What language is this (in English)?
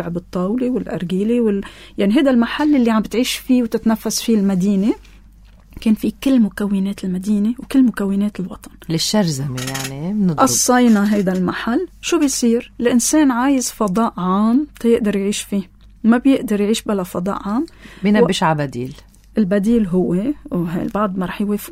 North Levantine Arabic